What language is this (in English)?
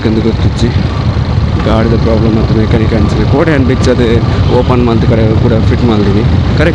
Tulu